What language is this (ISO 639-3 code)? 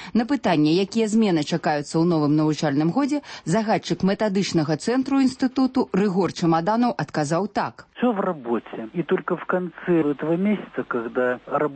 bel